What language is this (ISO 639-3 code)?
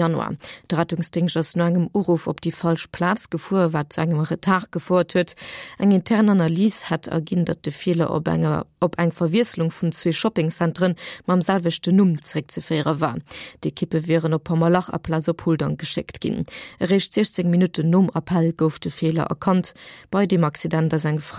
ltz